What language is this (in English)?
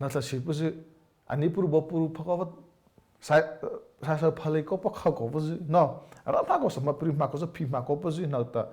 Mara Chin